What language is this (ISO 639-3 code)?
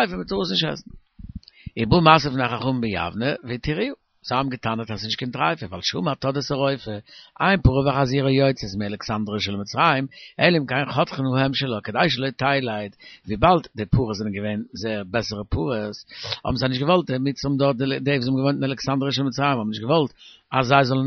yid